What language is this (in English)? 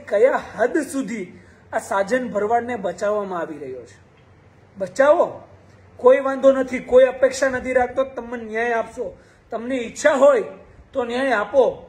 Gujarati